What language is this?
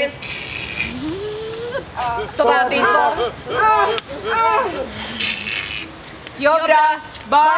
Hungarian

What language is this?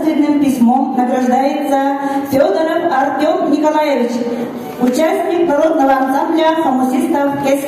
Yakut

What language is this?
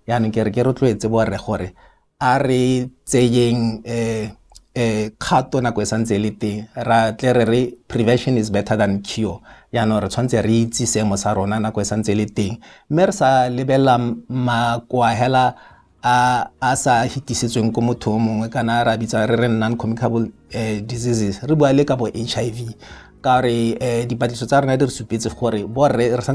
Tswana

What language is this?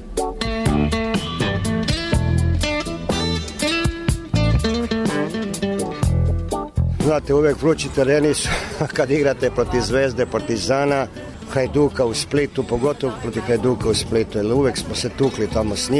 Serbian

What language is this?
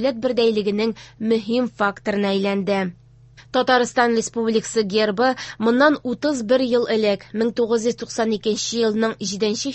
Tatar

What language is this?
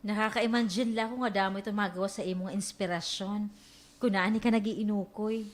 Waray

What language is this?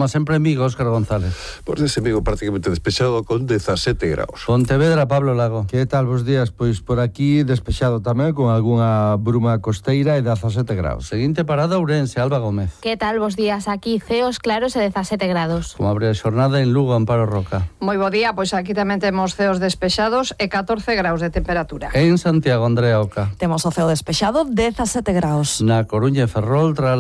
Galician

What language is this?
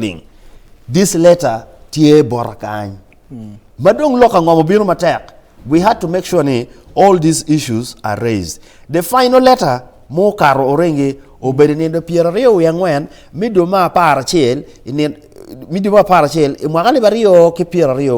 Acoli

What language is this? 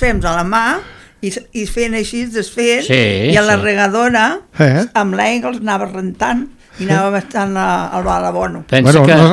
Catalan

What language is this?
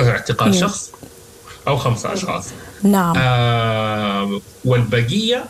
Sudanese Arabic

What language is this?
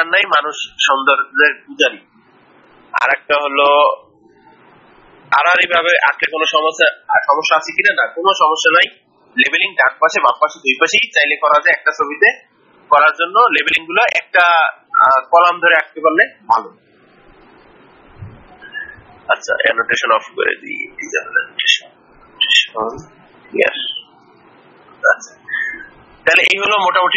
Bangla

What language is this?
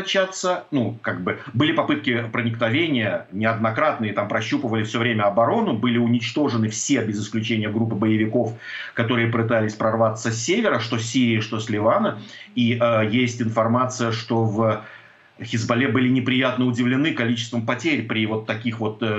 Russian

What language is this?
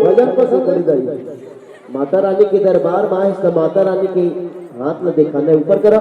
Chhattisgarhi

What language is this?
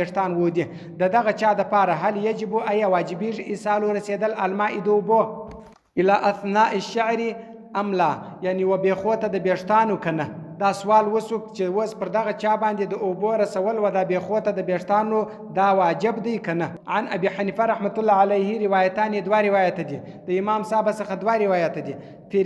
Pashto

